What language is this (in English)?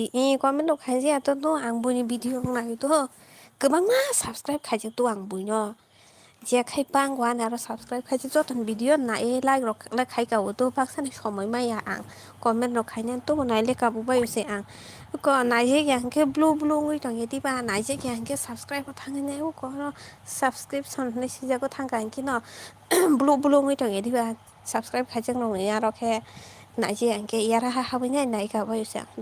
Kok Borok